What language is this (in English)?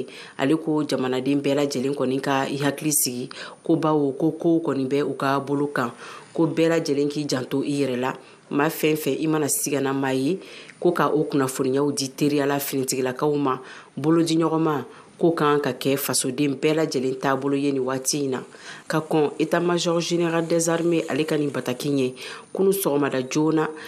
Bambara